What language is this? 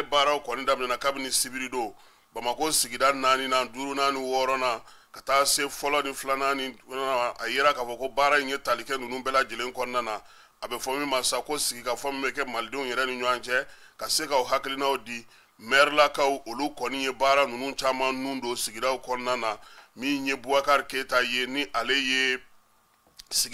Bambara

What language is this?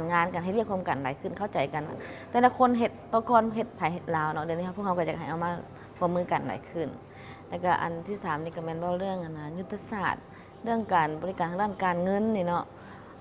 Lao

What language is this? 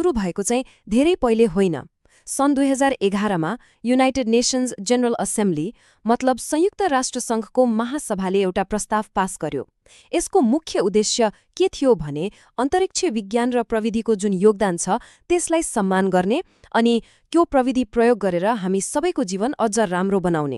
Nepali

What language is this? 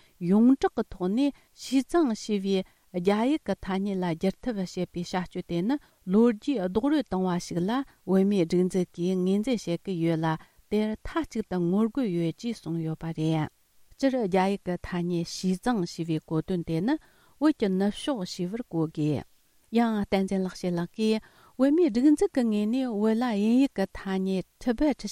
Tibetan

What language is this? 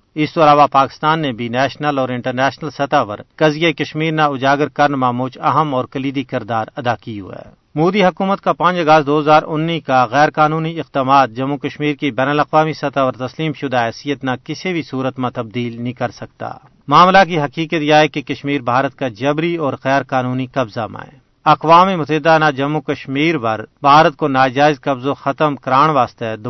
Gujari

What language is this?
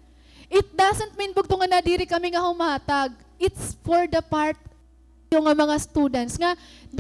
Waray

